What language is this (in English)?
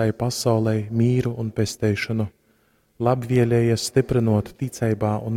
Latgalian